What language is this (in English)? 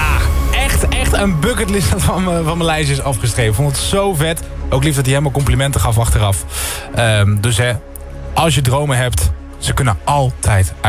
Dutch